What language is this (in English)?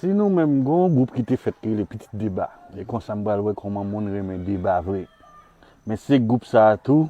Haitian Creole